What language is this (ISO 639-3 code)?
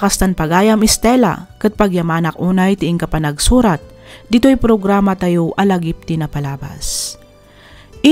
ilo